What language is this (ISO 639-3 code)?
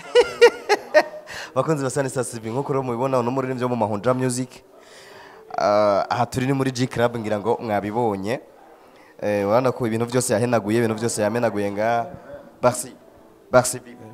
run